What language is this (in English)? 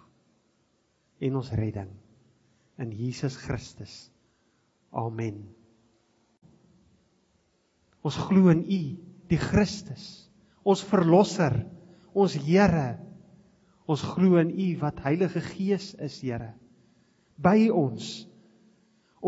Afrikaans